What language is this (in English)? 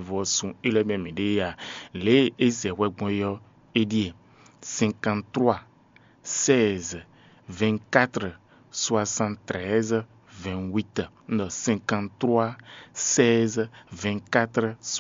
Fon